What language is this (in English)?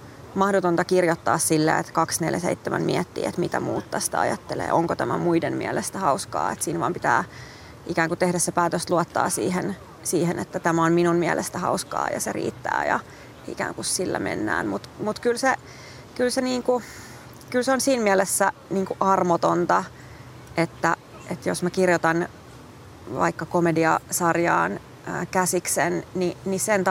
Finnish